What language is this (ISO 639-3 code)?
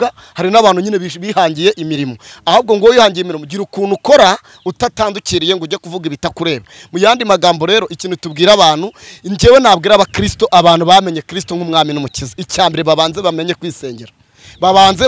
kin